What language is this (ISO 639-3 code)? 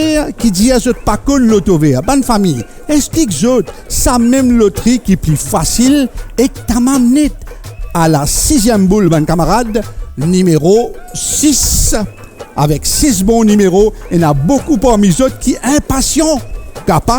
mfe